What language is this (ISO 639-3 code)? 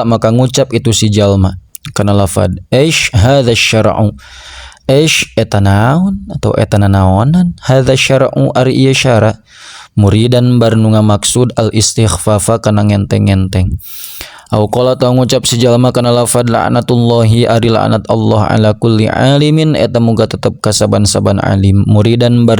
sun